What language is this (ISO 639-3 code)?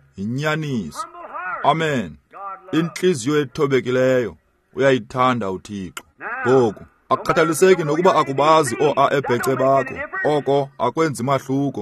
xho